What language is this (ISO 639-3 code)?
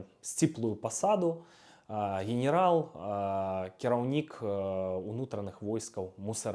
bel